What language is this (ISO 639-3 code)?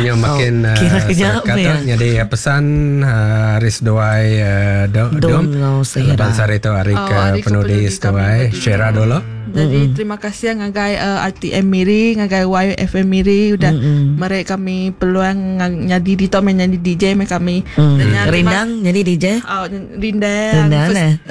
iba